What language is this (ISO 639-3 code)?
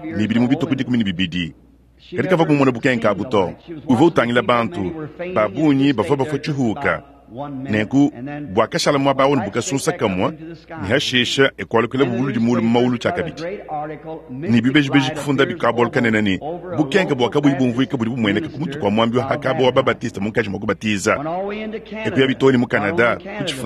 lua